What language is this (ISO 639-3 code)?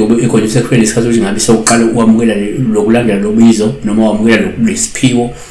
zul